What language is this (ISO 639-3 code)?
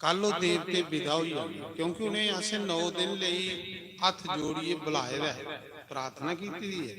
doi